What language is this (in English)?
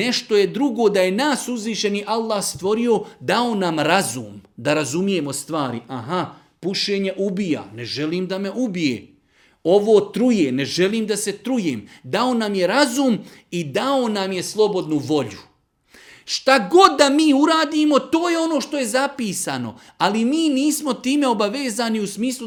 Bosnian